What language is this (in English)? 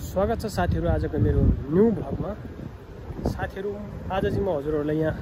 Nepali